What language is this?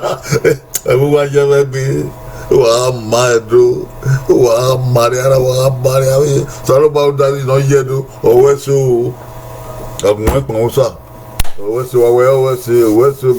Bini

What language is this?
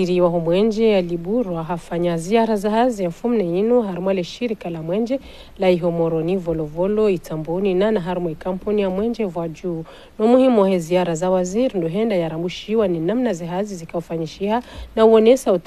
Ngazidja Comorian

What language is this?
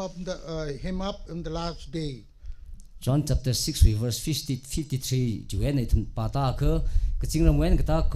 Tangkhul Naga (India)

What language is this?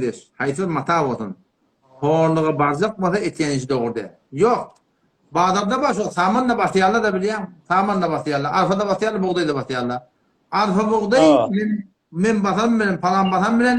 Turkmen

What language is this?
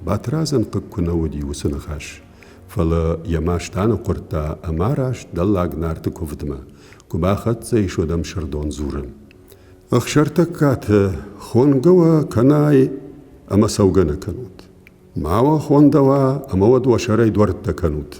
Ossetic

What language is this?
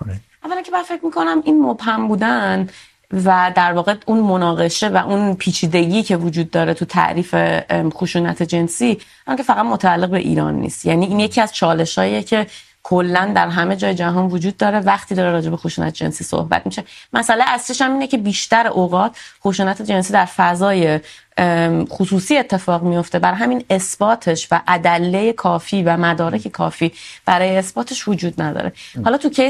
Persian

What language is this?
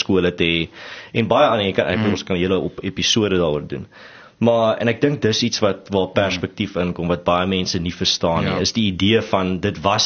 Afrikaans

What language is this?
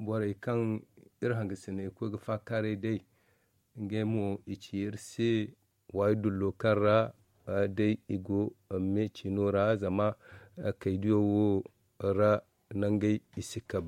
Zarma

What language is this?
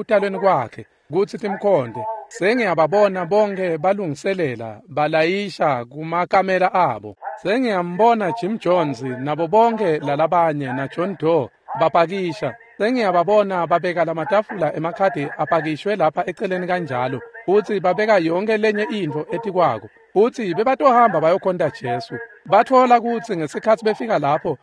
Swati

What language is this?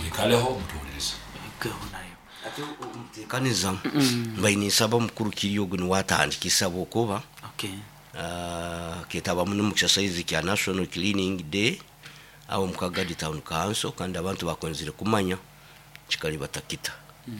Nyoro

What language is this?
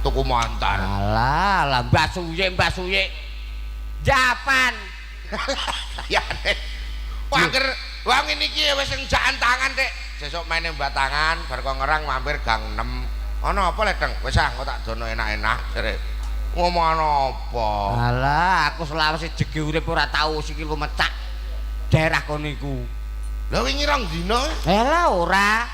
Javanese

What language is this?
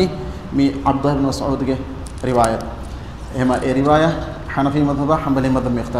Divehi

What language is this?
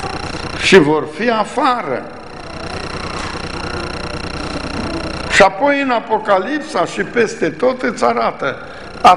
Romanian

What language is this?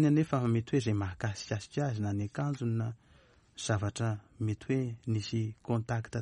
Malagasy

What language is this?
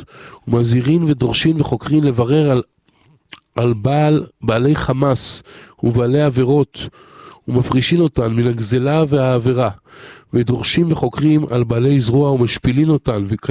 Hebrew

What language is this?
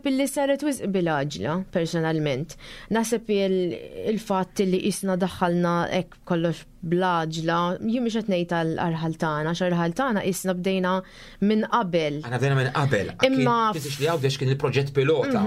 Maltese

